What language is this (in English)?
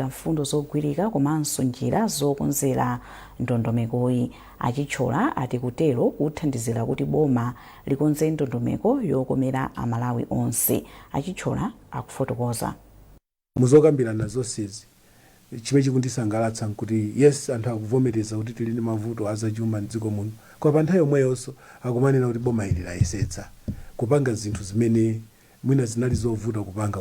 Nyanja